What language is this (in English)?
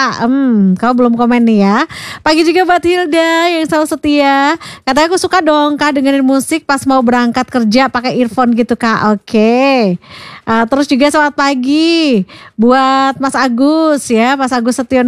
Indonesian